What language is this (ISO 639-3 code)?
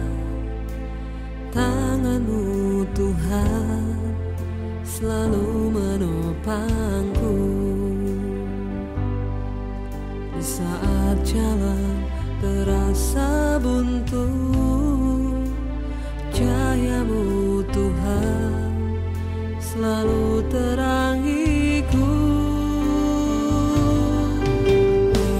ind